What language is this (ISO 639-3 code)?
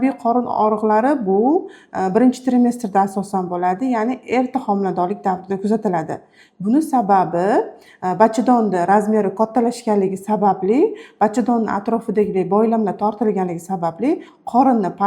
uzb